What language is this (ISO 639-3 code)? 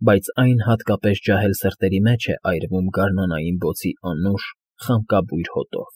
hye